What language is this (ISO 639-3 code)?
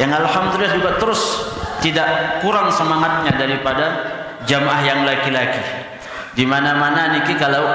sas